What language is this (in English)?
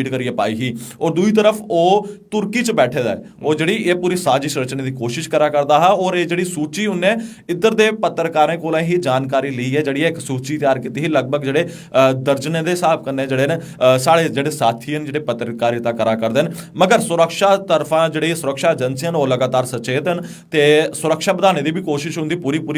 Dogri